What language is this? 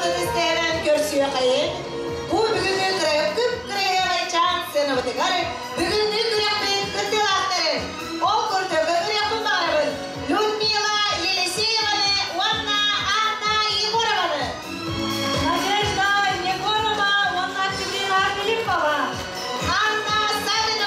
Yakut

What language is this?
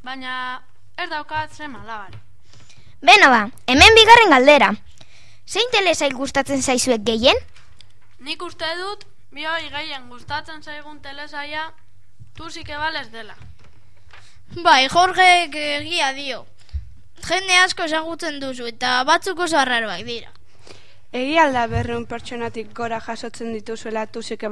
Basque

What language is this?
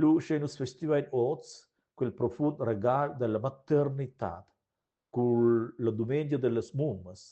Romansh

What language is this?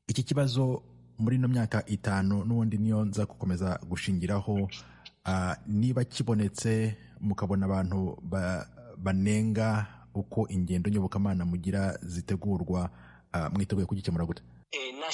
Kinyarwanda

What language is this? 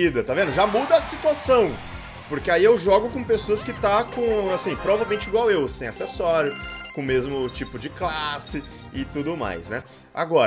Portuguese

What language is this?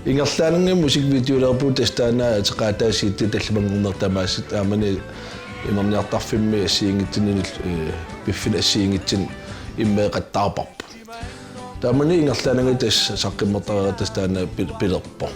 Kalaallisut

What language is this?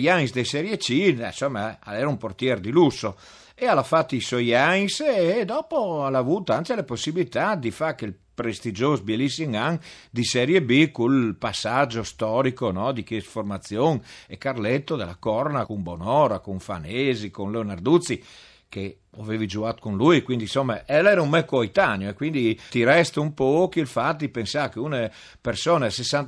Friulian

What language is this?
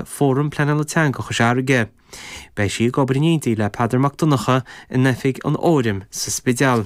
Irish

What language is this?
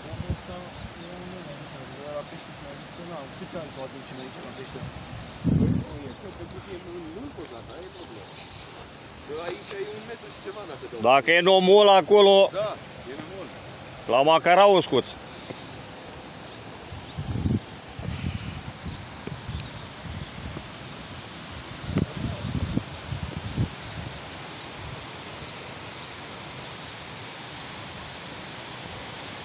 Romanian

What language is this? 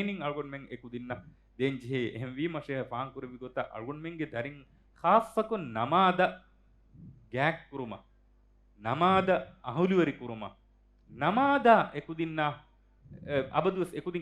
Divehi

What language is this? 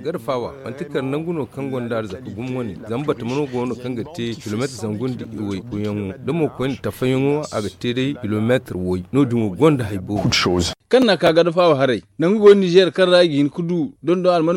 Zarma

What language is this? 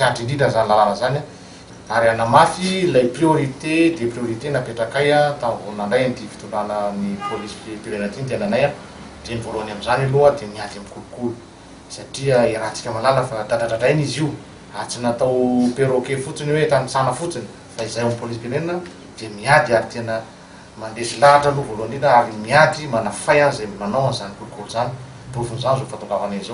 Malagasy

